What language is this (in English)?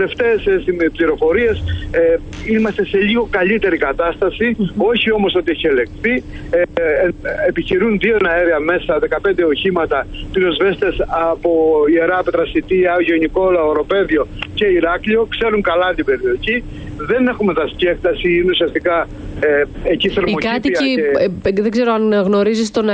Greek